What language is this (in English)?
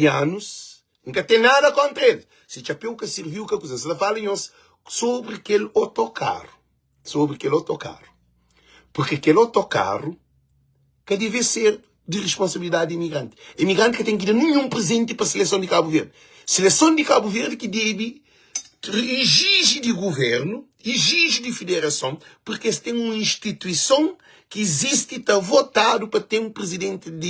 Kabuverdianu